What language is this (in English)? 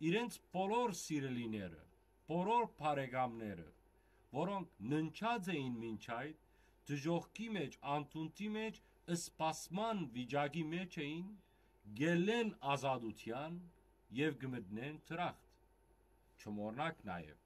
Western Armenian